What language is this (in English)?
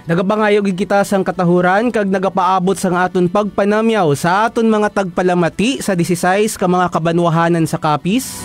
Hiligaynon